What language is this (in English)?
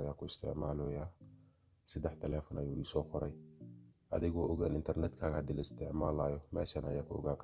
Somali